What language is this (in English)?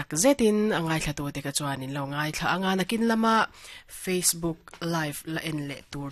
Mizo